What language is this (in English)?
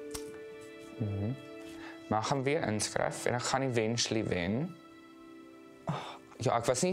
Afrikaans